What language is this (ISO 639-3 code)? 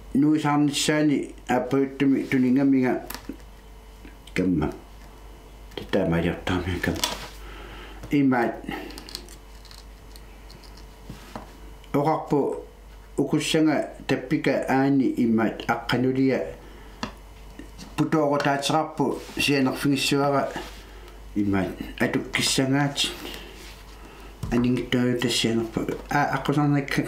kal